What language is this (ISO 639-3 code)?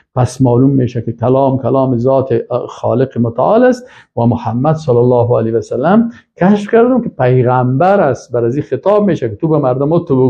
fas